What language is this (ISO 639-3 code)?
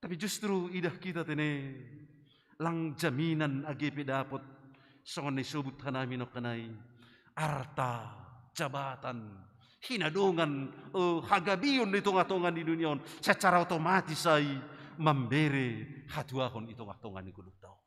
bts